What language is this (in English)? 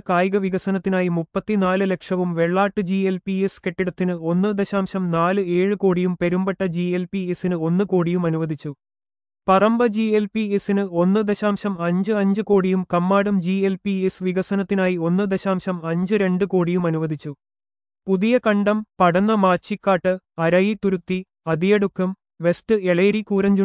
Malayalam